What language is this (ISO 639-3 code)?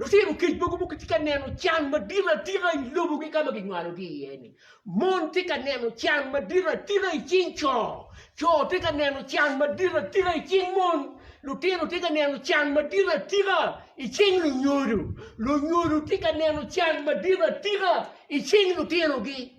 ach